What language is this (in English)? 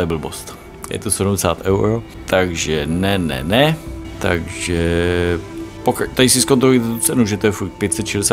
Czech